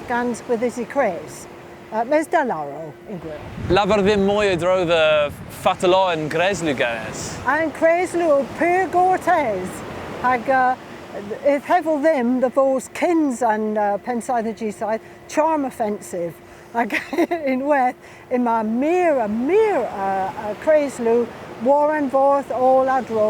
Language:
Cornish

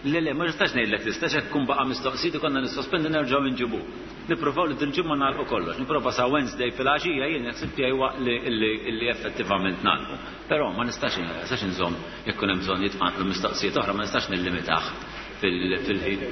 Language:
Maltese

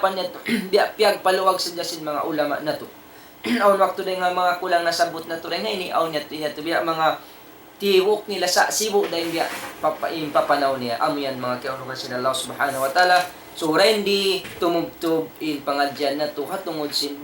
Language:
Tausug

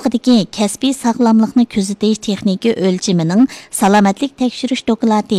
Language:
Uyghur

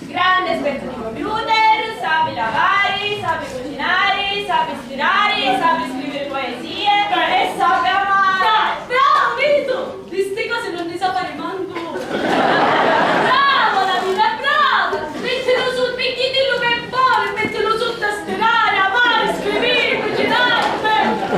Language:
Sicilian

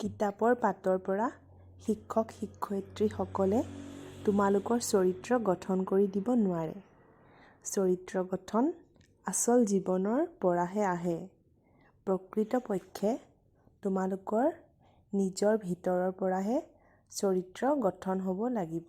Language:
Assamese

